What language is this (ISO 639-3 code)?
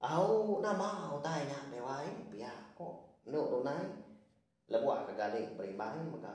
iba